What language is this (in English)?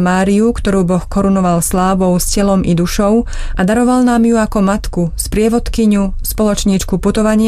Slovak